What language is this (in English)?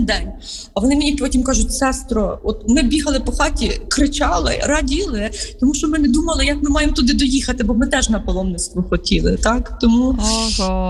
Ukrainian